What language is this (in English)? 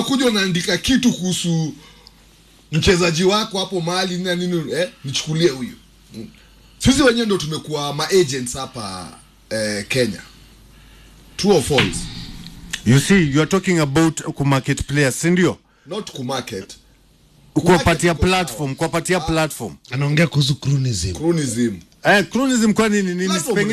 Swahili